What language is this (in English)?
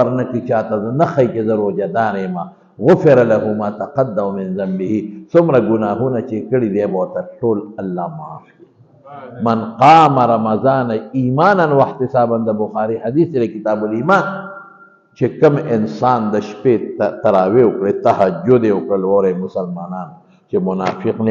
Pashto